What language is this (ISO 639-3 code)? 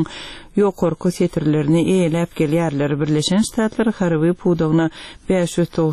tuk